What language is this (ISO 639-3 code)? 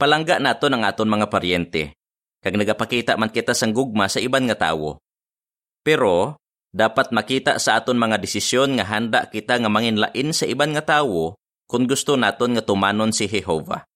hil